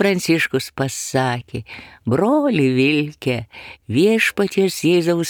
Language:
Lithuanian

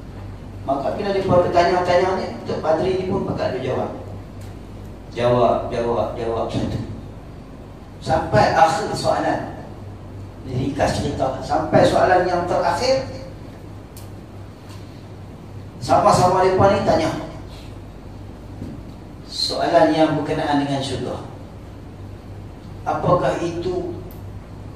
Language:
Malay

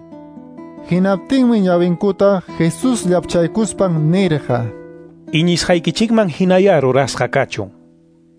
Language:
Quechua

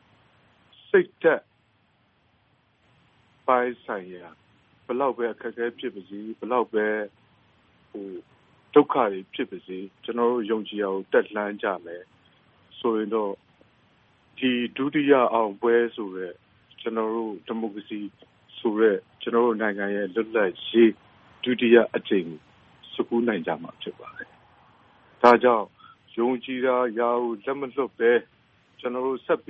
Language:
Burmese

